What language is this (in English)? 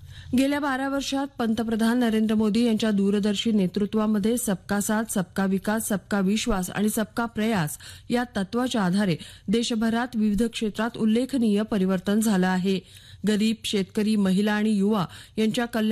Marathi